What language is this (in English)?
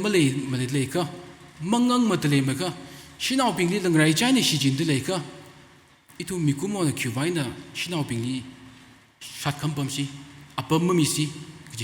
Tangkhul Naga (India)